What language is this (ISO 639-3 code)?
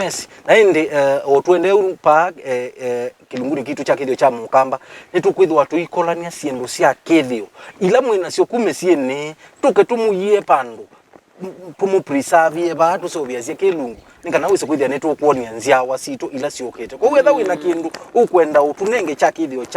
kam